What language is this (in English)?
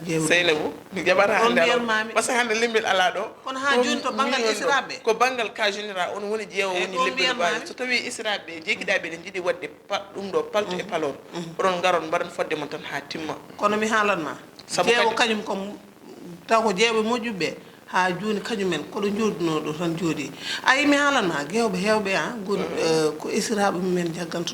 Fula